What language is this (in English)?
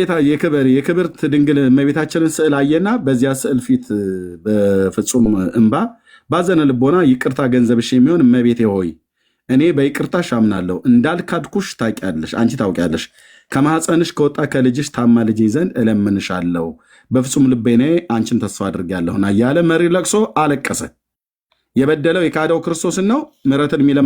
Amharic